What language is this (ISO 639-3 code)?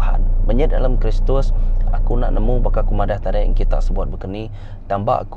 iba